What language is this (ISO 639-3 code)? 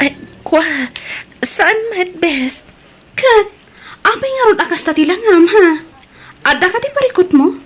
ilo